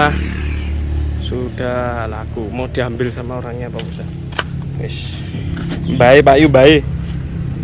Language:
Indonesian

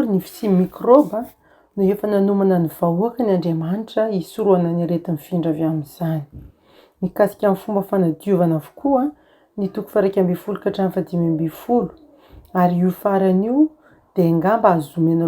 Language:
Malagasy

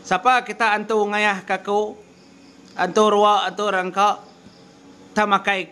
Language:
Iban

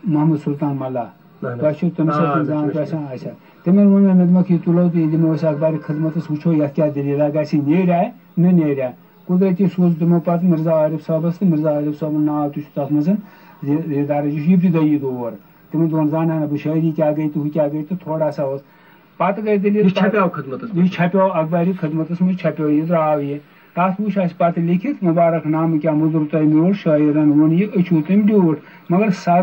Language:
Kashmiri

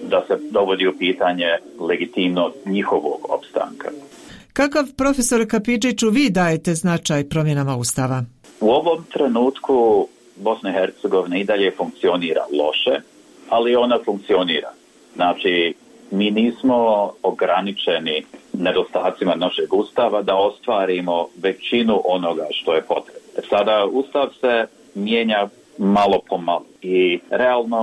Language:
Bosnian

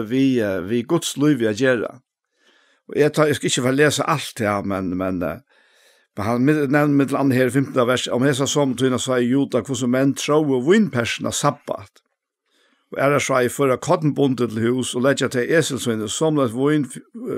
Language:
Faroese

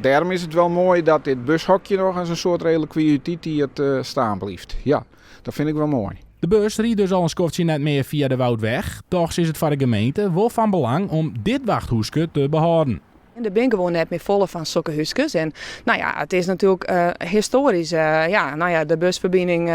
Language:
Western Frisian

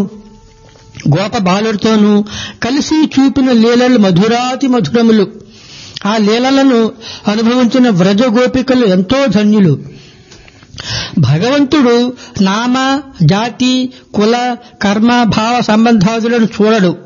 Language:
Telugu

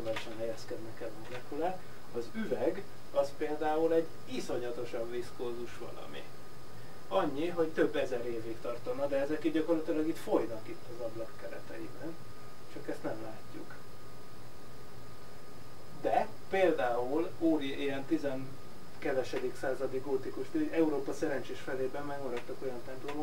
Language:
Hungarian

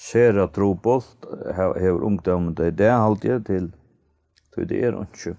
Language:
Faroese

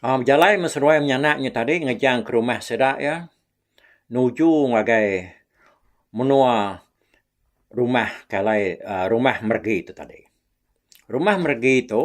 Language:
Iban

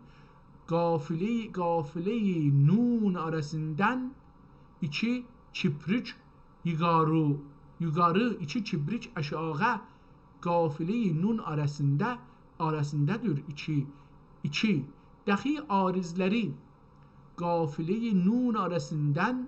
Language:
South Azerbaijani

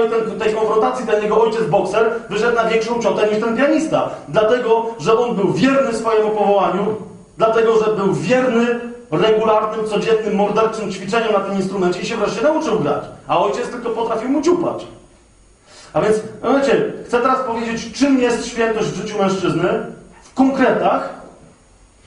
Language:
Polish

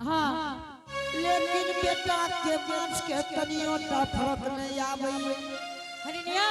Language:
Angika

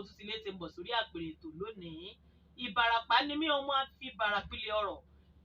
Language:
Yoruba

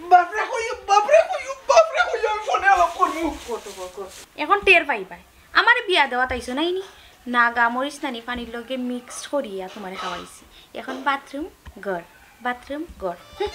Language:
Sylheti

